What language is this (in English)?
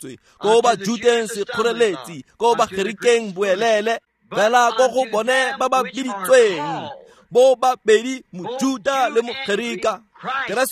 Tswana